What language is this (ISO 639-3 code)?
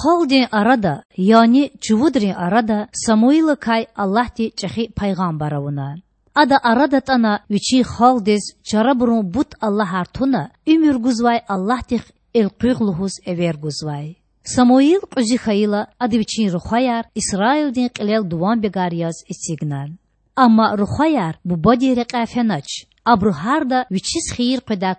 lez